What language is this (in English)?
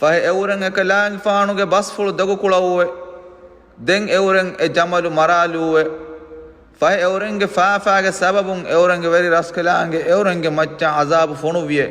Divehi